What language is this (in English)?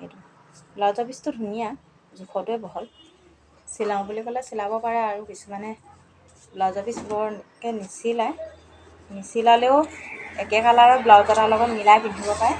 Assamese